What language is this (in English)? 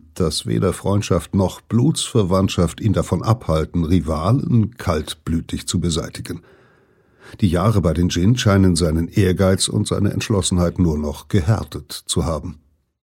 German